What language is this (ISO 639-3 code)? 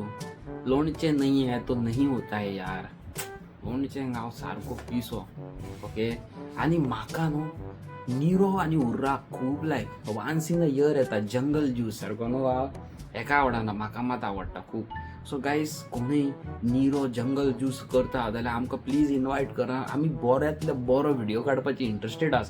kok